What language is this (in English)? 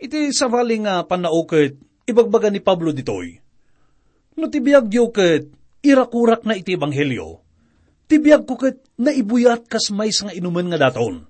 Iloko